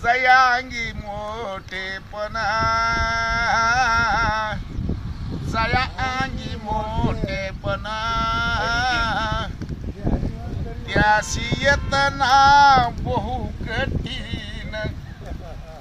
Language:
Marathi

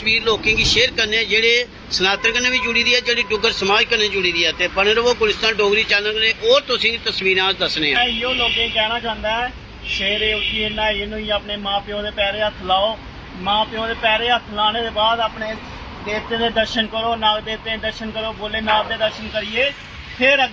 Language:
Dogri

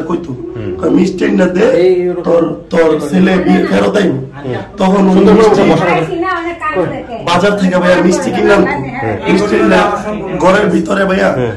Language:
Bangla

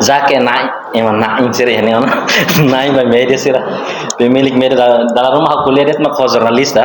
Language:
Tetum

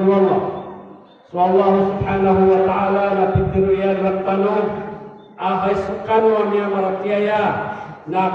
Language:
Maranao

